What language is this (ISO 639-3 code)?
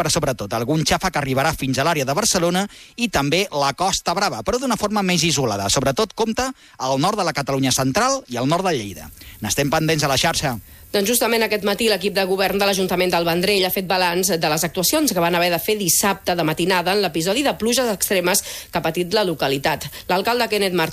cat